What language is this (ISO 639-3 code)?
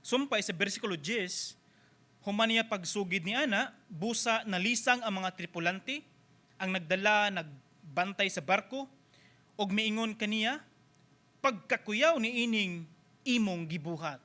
ceb